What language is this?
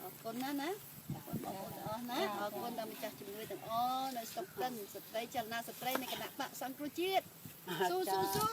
Khmer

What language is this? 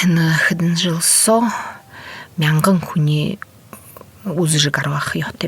Buriat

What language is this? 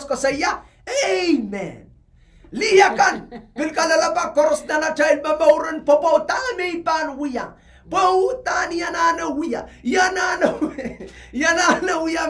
Pohnpeian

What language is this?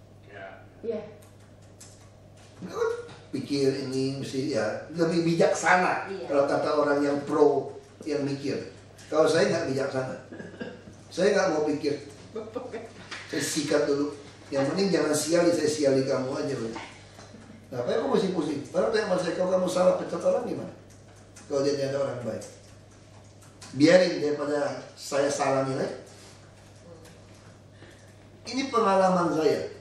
Indonesian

